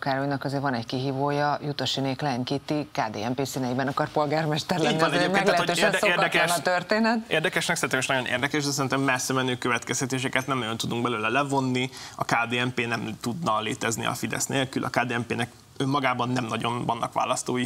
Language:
Hungarian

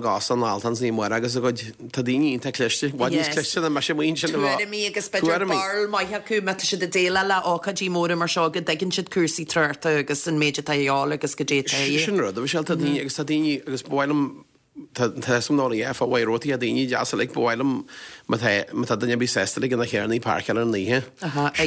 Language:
Irish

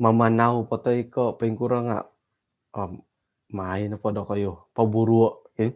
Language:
Central Dusun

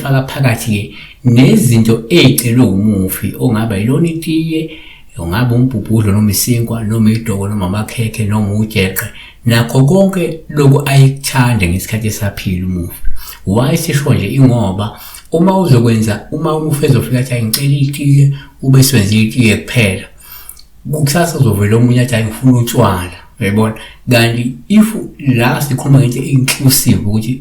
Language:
Zulu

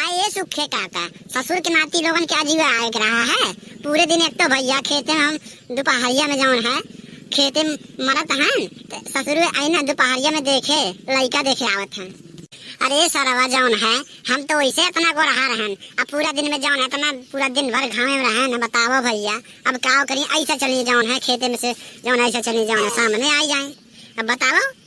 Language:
Awadhi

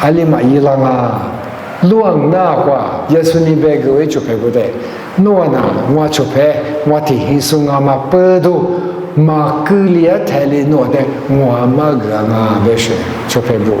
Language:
Lisu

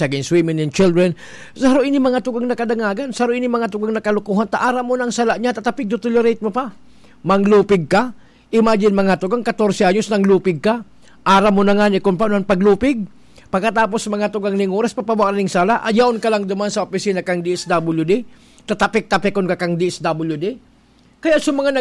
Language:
Bikol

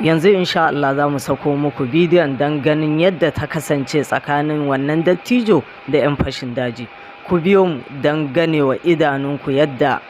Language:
Hausa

